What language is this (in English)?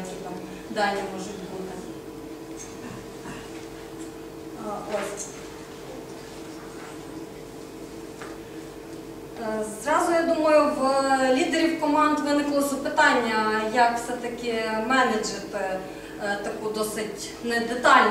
Ukrainian